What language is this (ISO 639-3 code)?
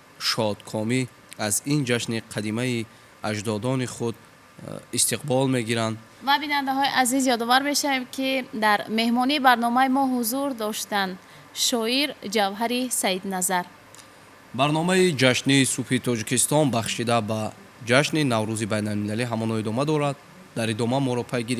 tgk